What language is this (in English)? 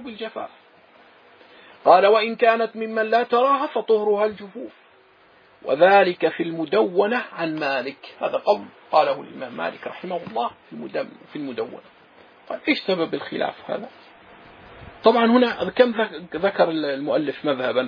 Arabic